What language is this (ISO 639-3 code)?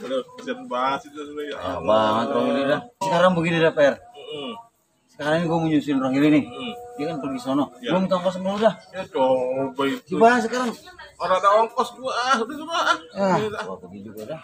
bew